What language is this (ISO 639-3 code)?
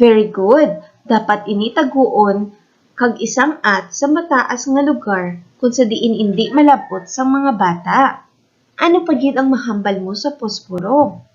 hil